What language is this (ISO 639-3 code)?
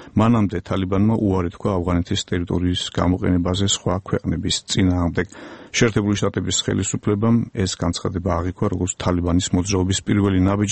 kat